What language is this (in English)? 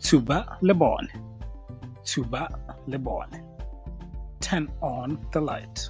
Tswana